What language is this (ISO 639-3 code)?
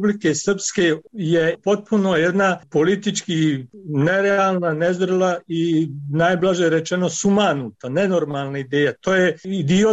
srp